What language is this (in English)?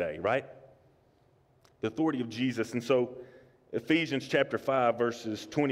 English